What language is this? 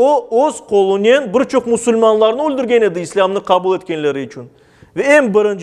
Crimean Tatar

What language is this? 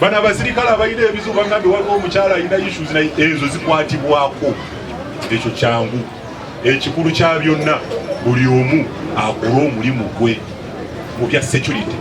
Ganda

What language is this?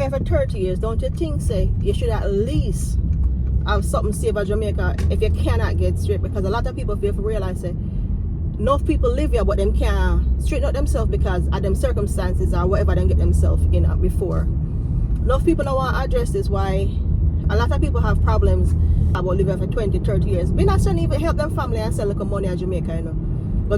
Jamaican Creole English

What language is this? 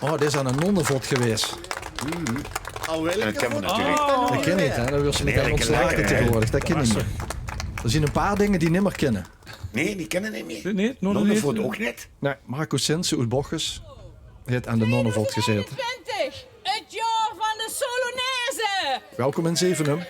Limburgish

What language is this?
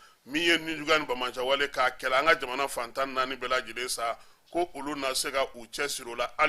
Bambara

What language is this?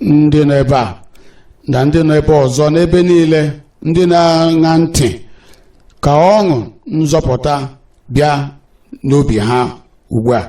Igbo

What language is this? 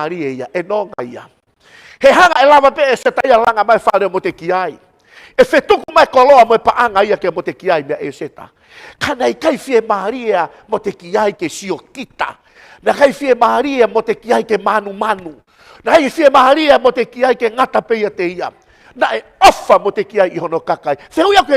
Tongan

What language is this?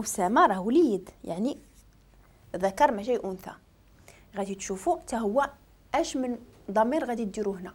Moroccan Arabic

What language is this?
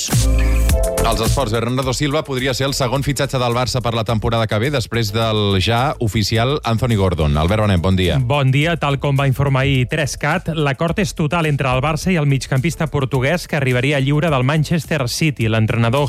Catalan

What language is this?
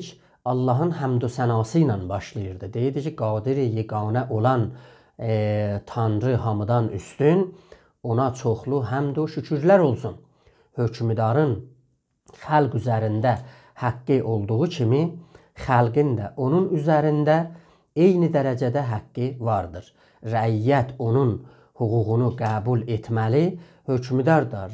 South Azerbaijani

